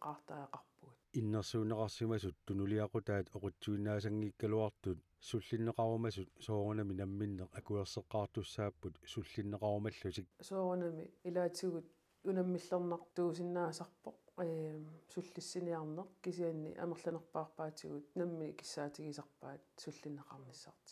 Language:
Kalaallisut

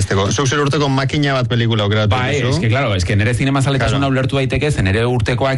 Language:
Basque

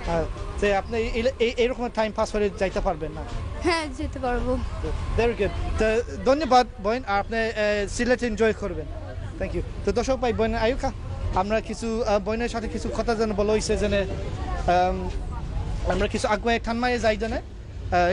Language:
Sylheti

